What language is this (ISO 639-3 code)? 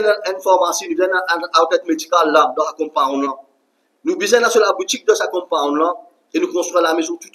mfe